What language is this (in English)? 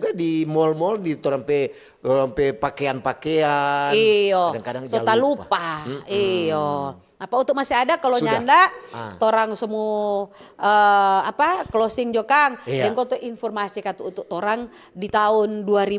Manado Malay